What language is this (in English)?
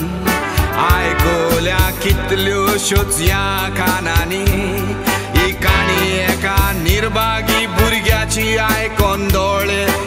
Konkani